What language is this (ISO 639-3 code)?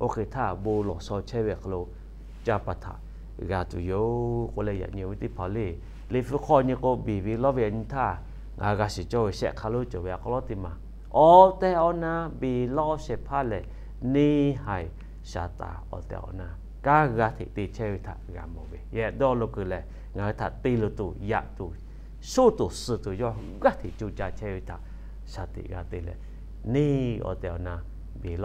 lhu